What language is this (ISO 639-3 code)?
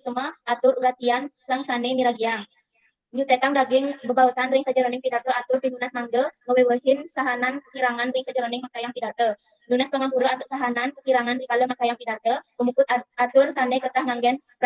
ban